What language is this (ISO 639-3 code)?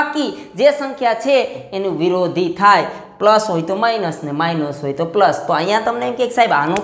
guj